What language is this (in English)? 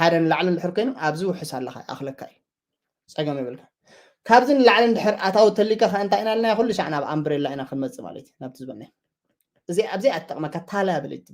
Tigrinya